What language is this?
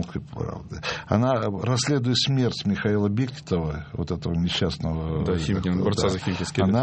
Russian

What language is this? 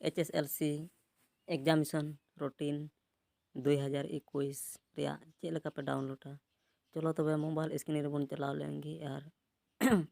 Santali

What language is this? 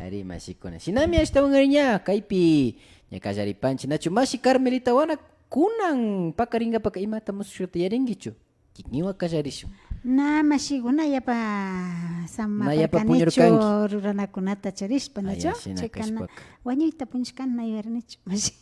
Imbabura Highland Quichua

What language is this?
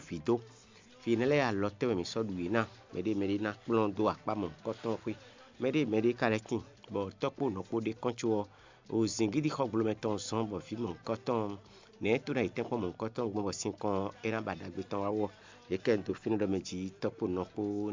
Fon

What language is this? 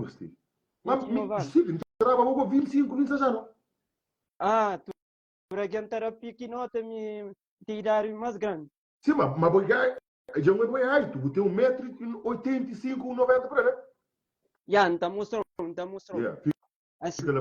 Kabuverdianu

